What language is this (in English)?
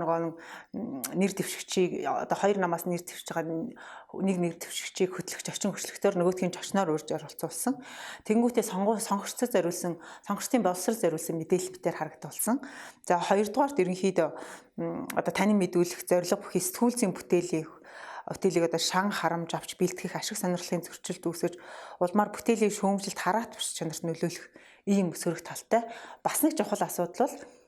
Mongolian